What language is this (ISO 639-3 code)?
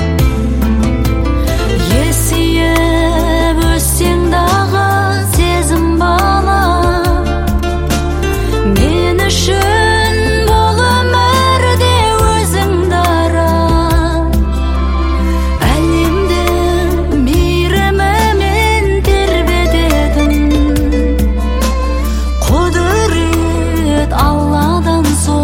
kaz